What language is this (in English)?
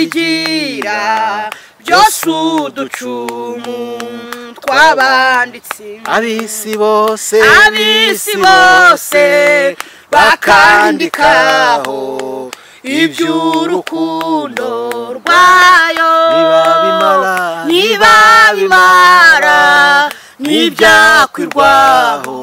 Kinyarwanda